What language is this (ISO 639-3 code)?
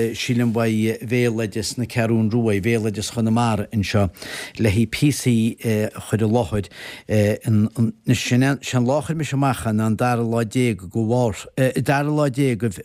gle